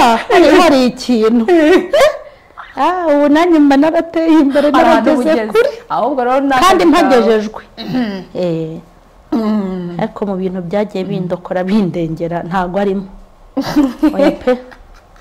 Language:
Kinyarwanda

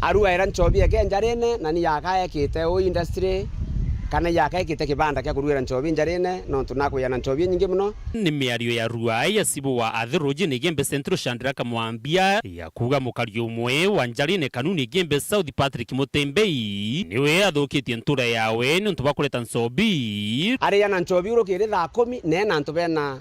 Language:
Meru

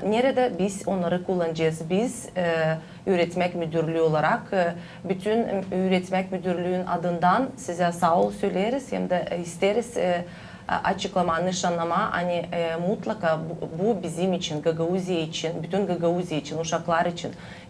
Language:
Gagauz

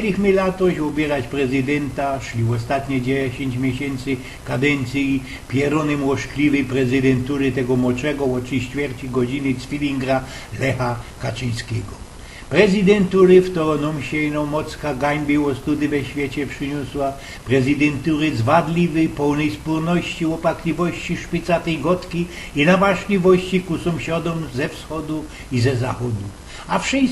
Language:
Silesian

